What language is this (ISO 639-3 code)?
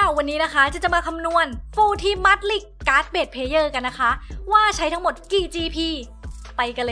tha